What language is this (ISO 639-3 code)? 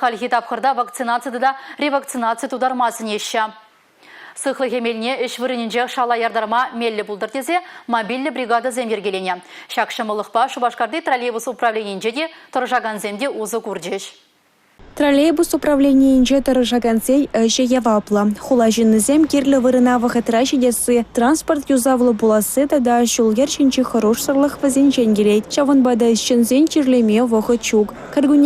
chv